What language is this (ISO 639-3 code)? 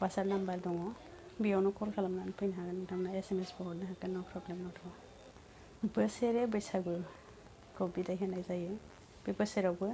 brx